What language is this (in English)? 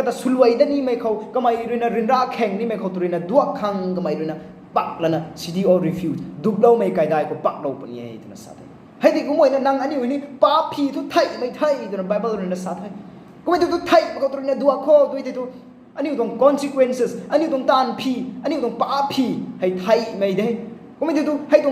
Rongmei Naga